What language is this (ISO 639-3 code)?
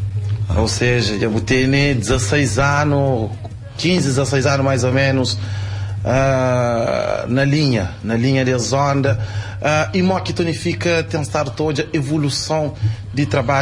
kea